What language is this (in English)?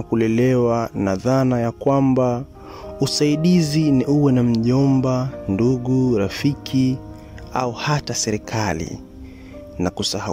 Swahili